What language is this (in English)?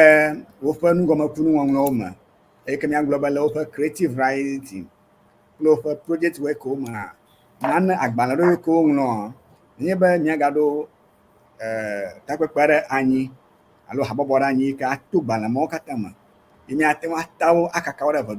Ewe